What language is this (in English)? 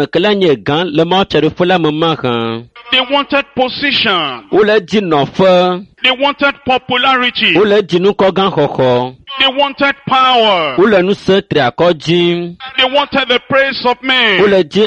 Ewe